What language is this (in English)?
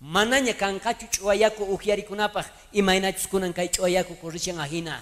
South Bolivian Quechua